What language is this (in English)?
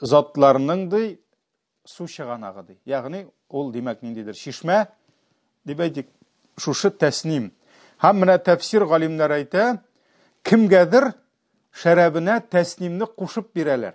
Tatar